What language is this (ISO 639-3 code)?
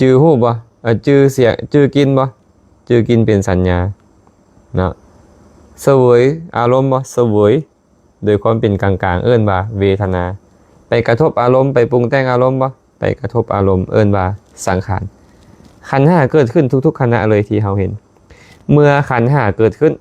lao